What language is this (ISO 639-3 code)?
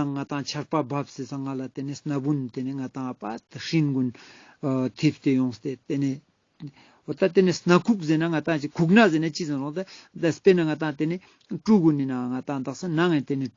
lbj